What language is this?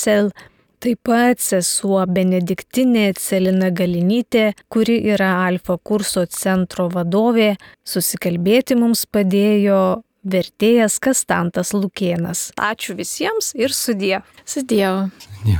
Lithuanian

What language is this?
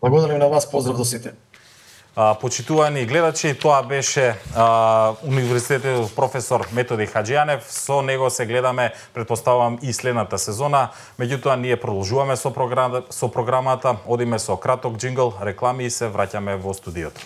Macedonian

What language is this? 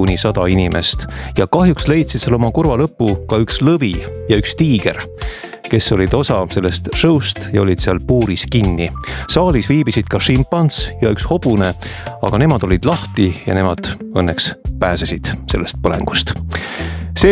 Estonian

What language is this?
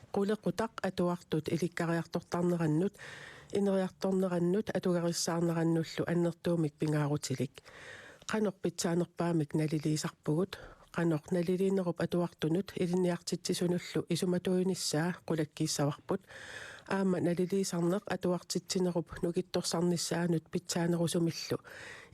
Kalaallisut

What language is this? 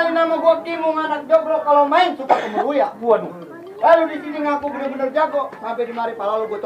Betawi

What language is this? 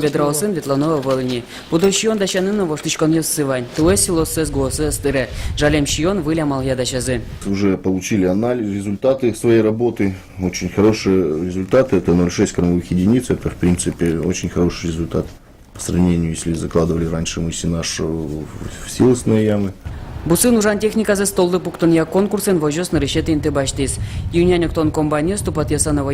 Udmurt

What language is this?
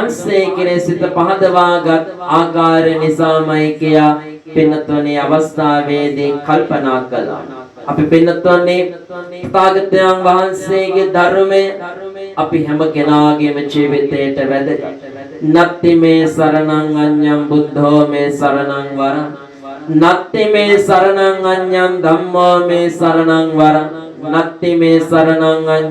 Sinhala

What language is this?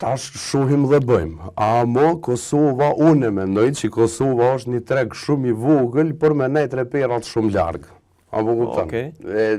Albanian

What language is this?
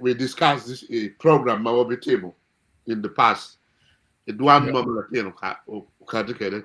Acoli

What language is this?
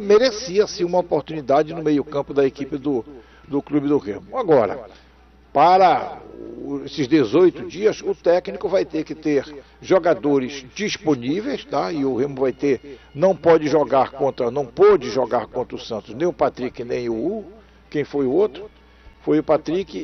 Portuguese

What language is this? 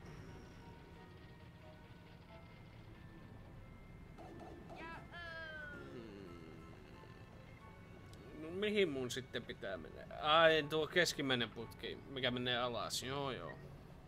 Finnish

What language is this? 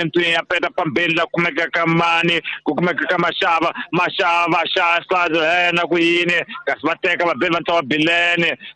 Tsonga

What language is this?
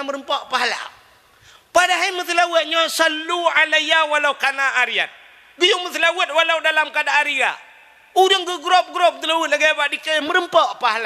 Achinese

